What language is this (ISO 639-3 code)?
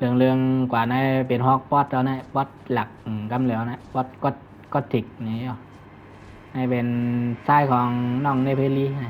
shn